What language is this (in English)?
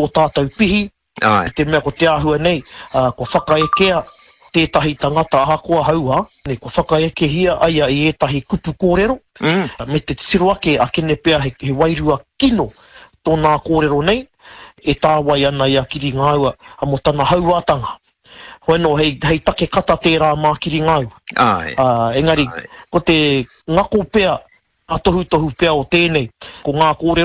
Māori